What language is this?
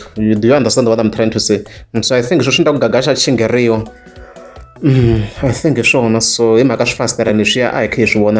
Tsonga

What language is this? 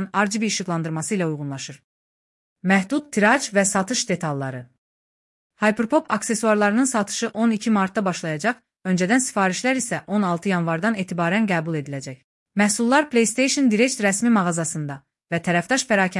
Azerbaijani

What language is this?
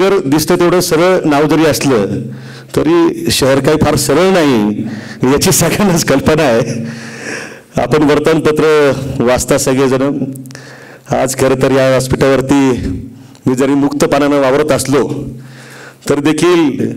Marathi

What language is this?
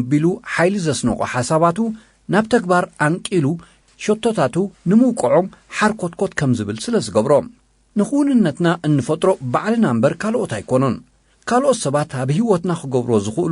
Tigrinya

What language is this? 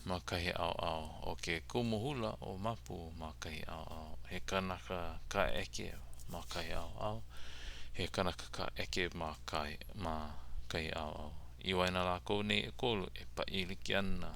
Hawaiian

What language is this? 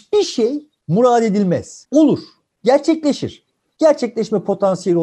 Turkish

